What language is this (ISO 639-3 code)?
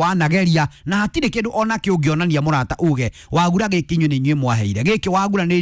kik